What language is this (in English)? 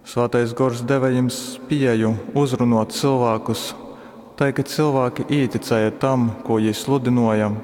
Latgalian